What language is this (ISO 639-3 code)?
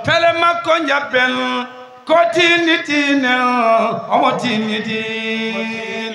ful